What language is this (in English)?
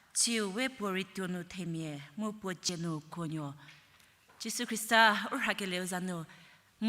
Angami Naga